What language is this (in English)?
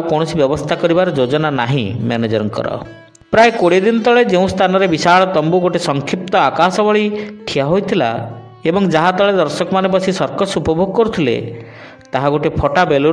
Odia